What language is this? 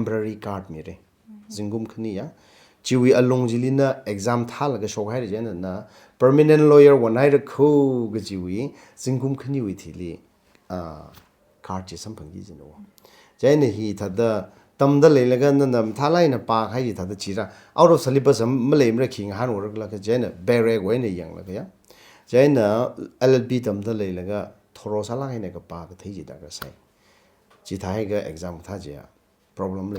Tangkhul Naga (India)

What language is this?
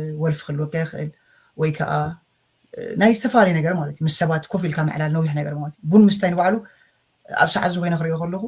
Tigrinya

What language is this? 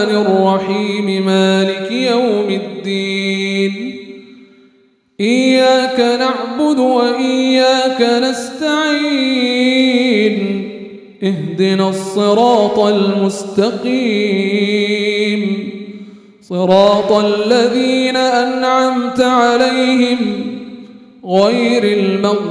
Arabic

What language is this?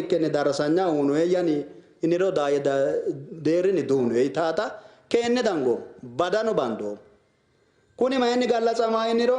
Sidamo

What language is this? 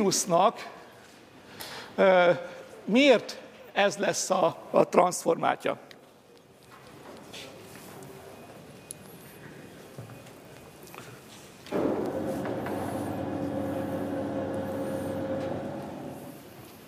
Hungarian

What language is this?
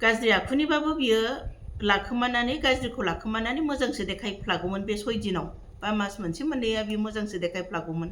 Bodo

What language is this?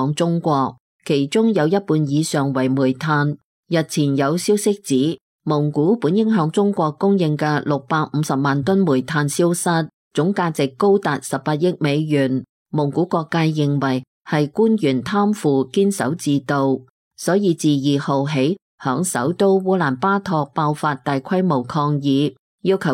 Cantonese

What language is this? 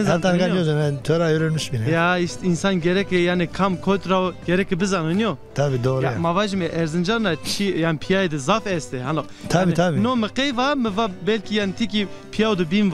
Zaza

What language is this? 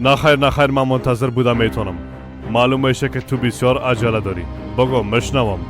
Persian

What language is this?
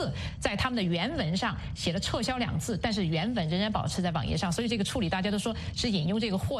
Chinese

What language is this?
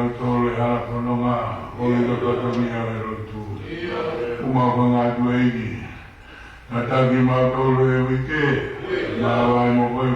Tongan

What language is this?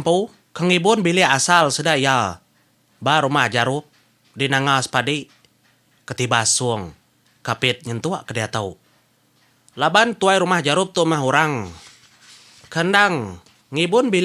Iban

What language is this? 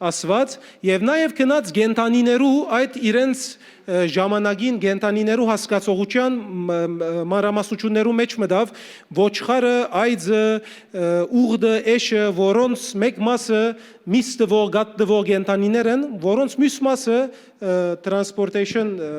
Western Armenian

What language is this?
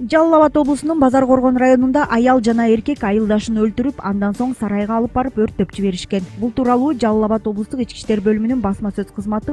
Kyrgyz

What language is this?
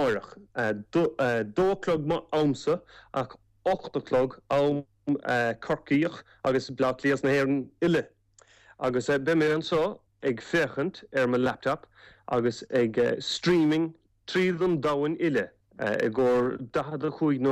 Irish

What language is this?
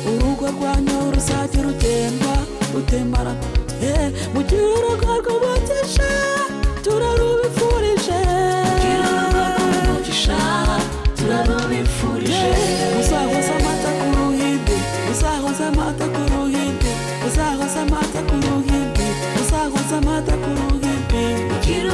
Kinyarwanda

